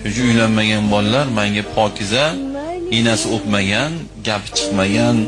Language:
Uzbek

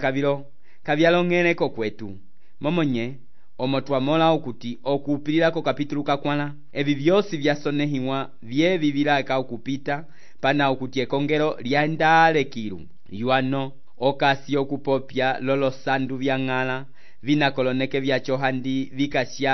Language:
Umbundu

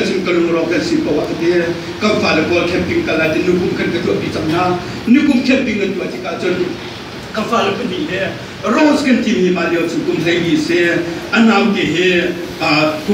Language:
Hakha Chin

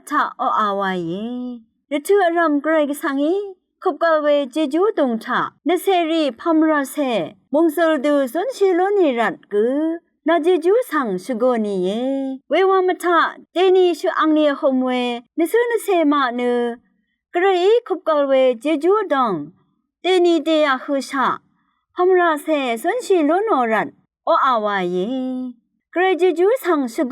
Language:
Rawang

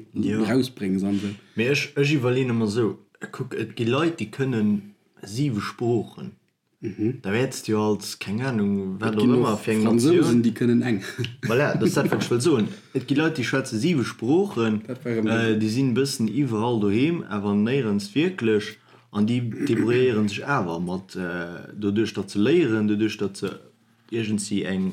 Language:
Luxembourgish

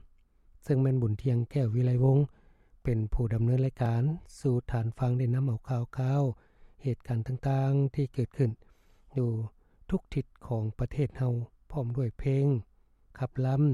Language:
Lao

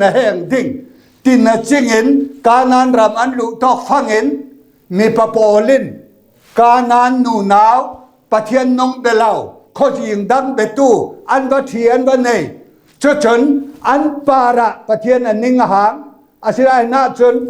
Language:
Falam Chin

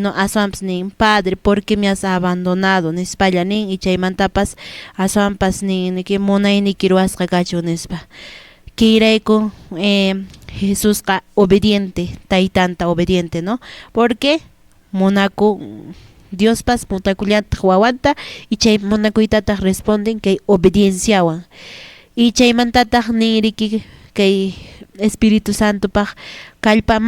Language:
Quechua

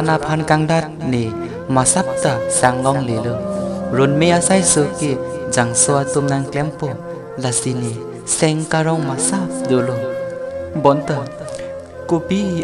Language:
Karbi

